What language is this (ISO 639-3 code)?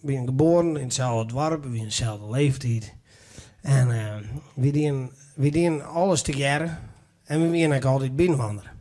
fry